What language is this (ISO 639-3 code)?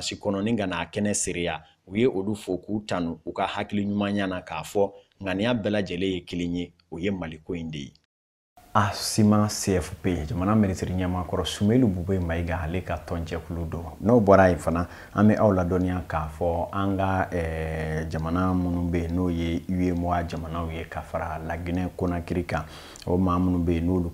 bam